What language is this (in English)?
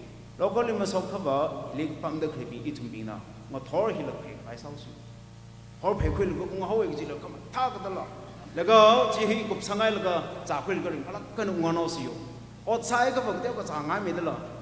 Tangkhul Naga (India)